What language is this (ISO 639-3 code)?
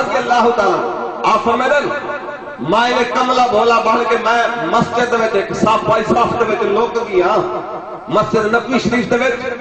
skr